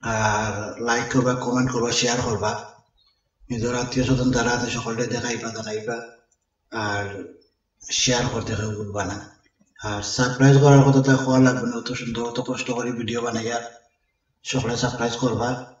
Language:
Sylheti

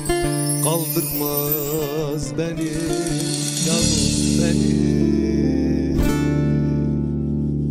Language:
Turkish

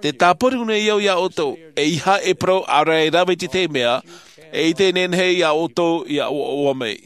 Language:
Tahitian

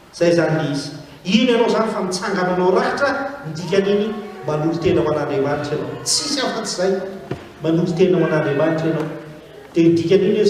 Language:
Malagasy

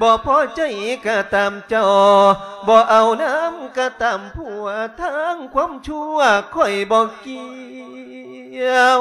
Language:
Lao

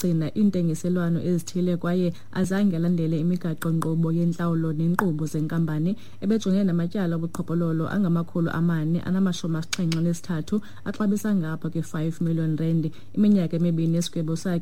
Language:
Xhosa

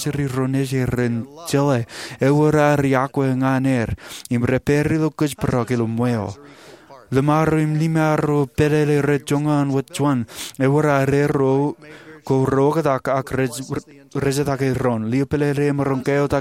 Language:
Marshallese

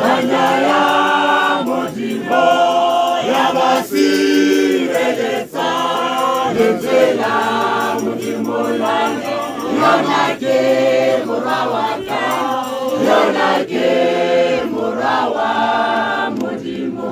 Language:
Tswana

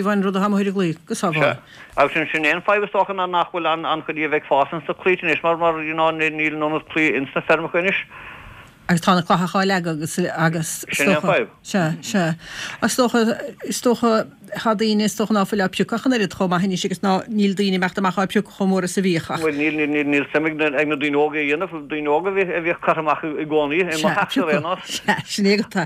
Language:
Irish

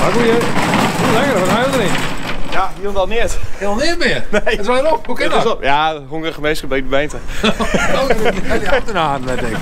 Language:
Western Frisian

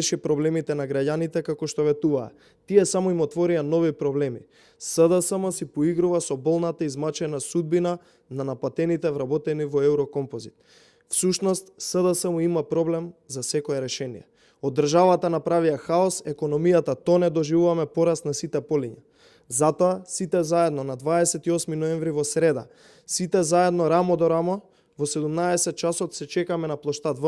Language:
Macedonian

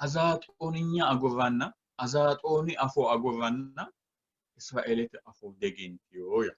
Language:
Sidamo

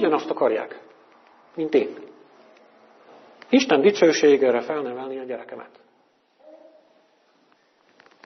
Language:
Hungarian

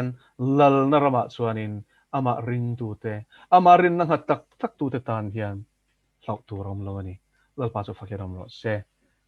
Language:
Mizo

